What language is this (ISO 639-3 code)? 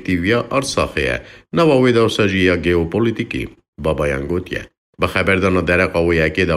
kur